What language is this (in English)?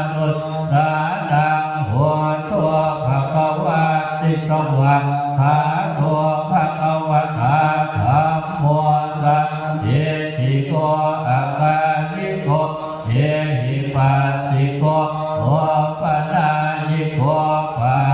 Pali